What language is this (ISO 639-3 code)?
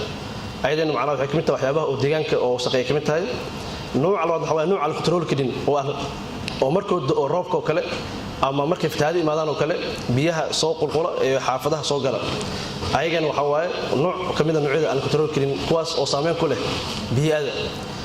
som